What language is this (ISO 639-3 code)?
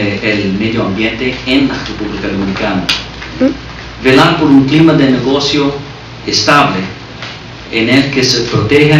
spa